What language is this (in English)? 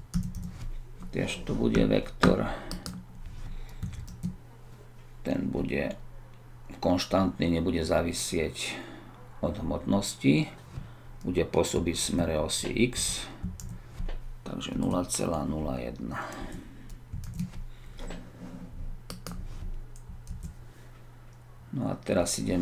Slovak